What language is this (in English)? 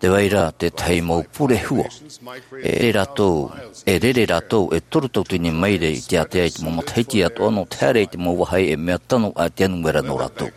Tahitian